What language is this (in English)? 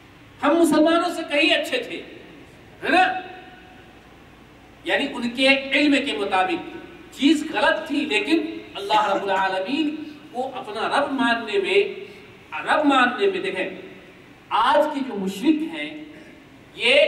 Urdu